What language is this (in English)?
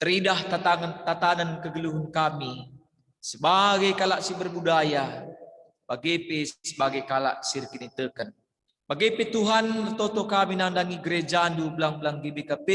Batak Karo